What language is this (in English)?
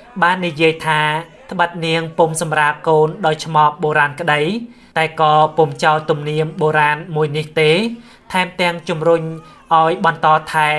Khmer